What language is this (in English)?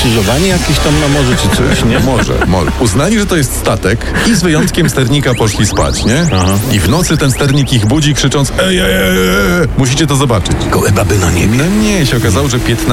Polish